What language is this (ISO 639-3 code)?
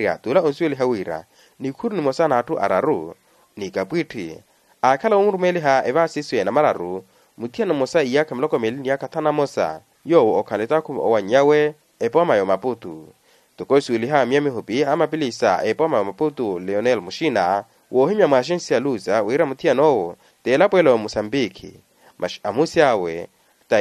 vmw